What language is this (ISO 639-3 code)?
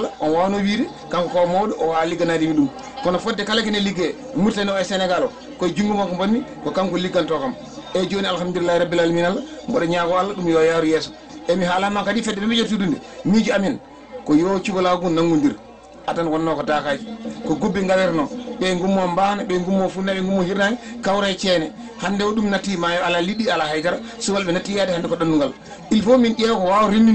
ful